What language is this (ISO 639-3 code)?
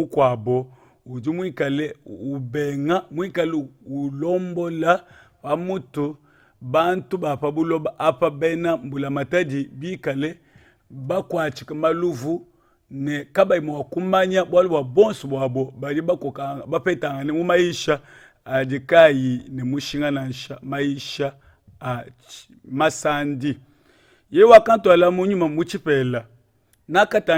lua